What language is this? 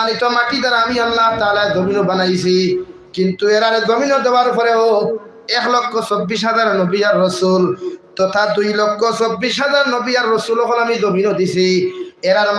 Sylheti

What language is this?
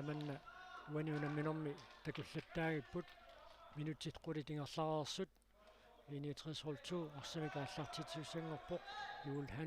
Kalaallisut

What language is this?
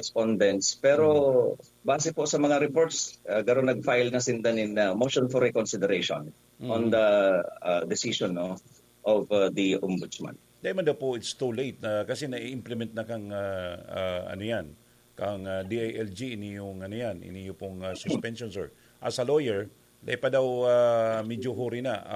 Bikol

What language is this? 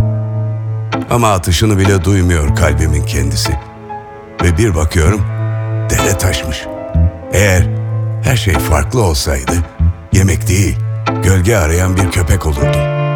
Turkish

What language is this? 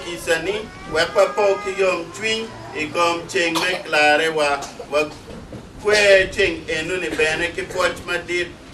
Acoli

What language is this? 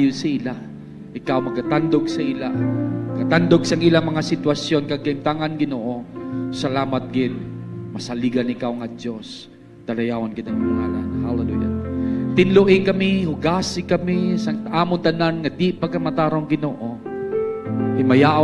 Hiligaynon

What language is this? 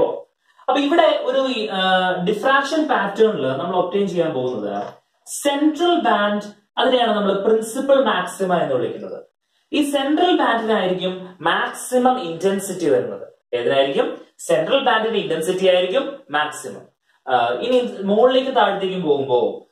Malayalam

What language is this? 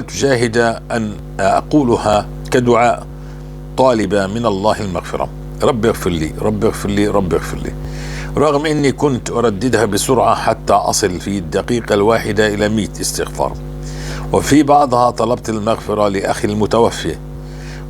North Levantine Arabic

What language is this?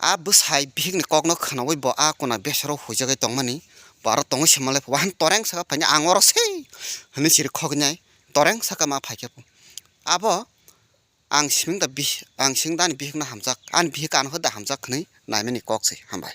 Kok Borok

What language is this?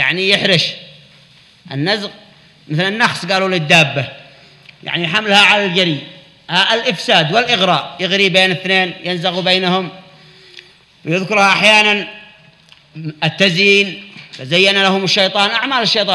Arabic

